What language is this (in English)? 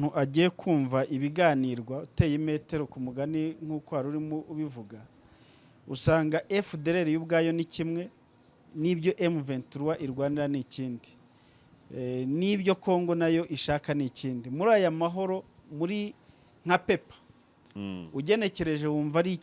Kinyarwanda